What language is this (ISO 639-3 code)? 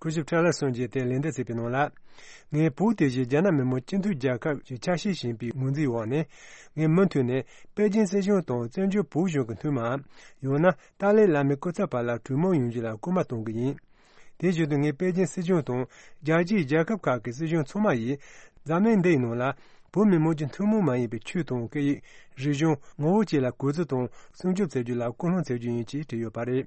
bod